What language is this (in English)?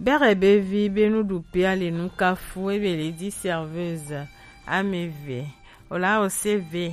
Gen